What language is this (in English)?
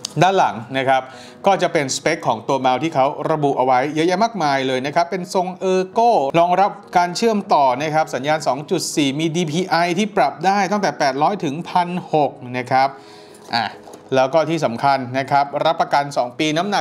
Thai